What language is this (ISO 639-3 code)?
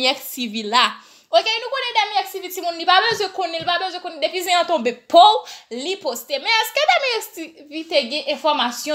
hat